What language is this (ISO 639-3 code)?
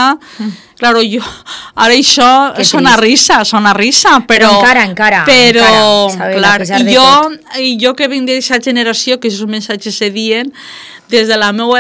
cat